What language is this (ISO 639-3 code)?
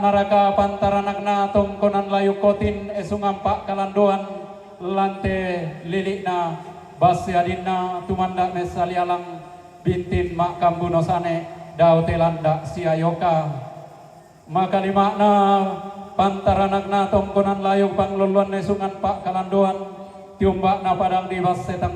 sda